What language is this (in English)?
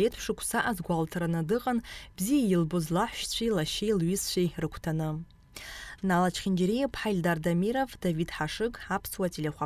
Abkhazian